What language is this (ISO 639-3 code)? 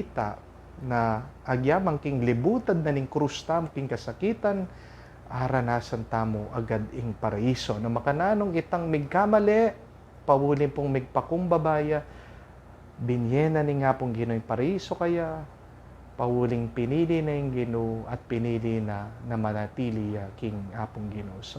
pam